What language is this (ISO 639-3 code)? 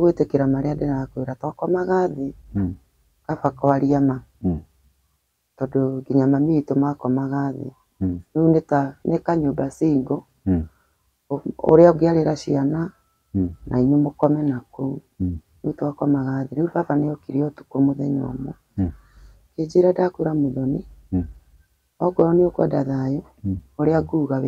kik